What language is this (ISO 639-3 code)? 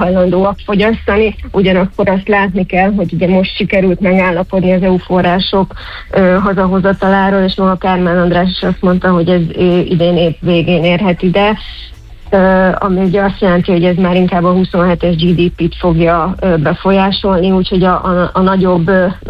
hun